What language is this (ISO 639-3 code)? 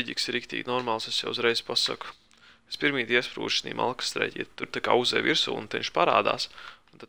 lav